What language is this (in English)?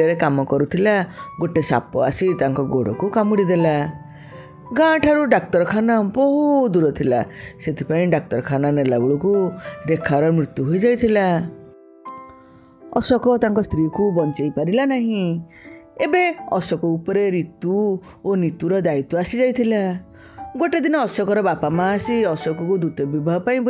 Odia